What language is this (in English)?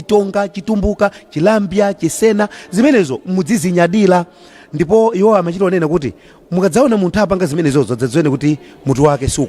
Nyanja